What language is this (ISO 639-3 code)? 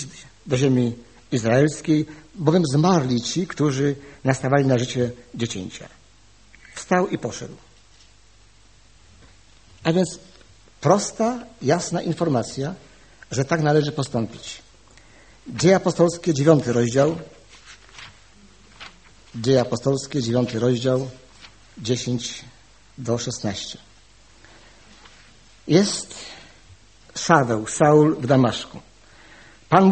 pol